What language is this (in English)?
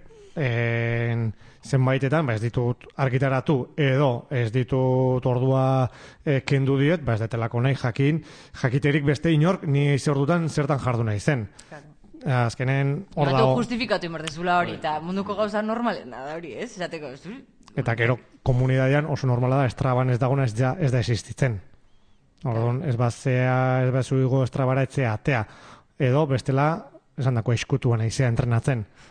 Basque